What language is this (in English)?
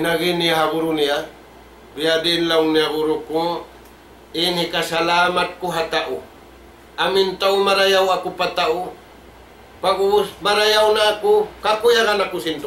Tausug